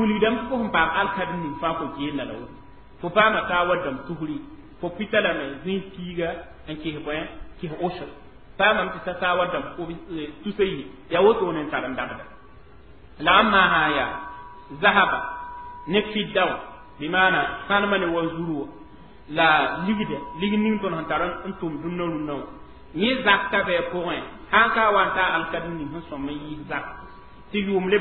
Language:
Mossi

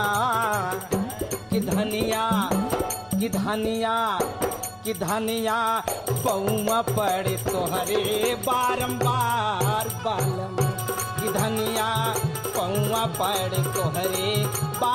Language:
Bhojpuri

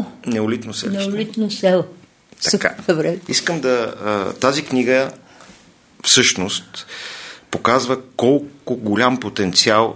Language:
Bulgarian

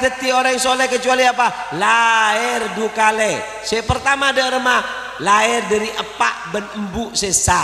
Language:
Madurese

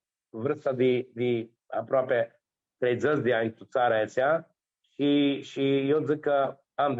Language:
Aromanian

